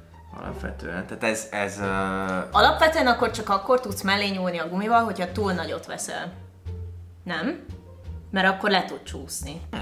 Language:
Hungarian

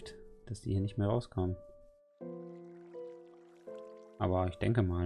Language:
German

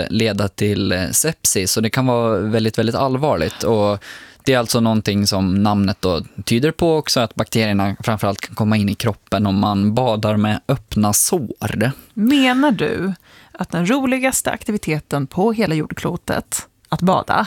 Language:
Swedish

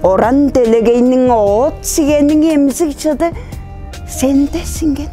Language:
Tuvinian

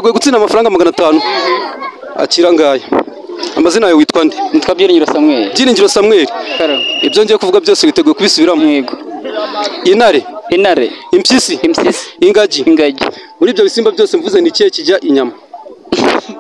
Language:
Kinyarwanda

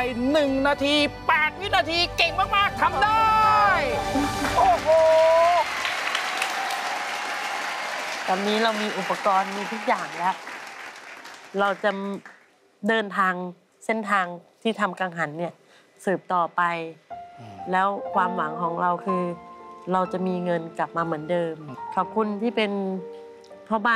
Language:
Thai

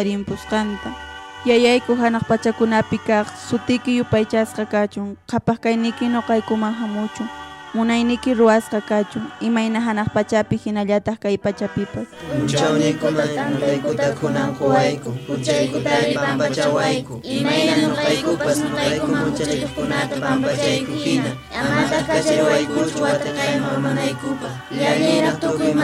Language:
Quechua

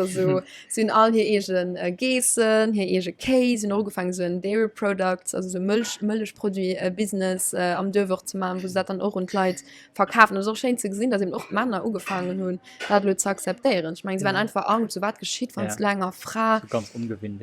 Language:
Luxembourgish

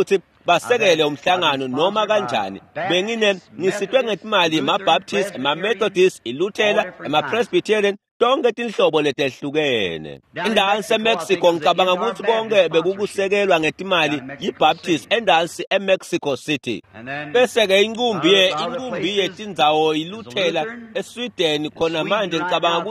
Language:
Swati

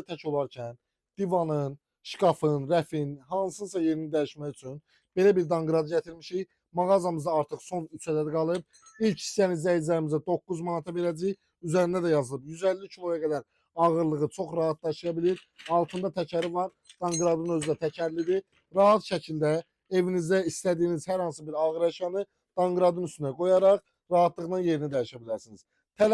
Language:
Azerbaijani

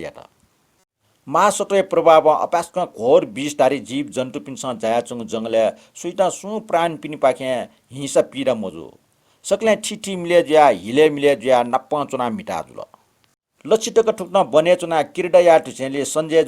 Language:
Newari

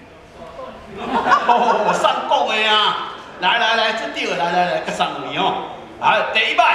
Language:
Min Nan Chinese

